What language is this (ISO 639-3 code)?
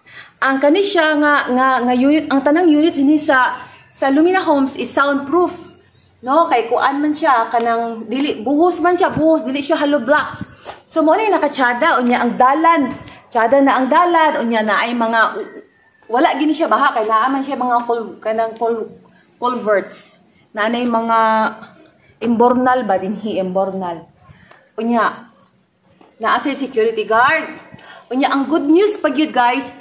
ceb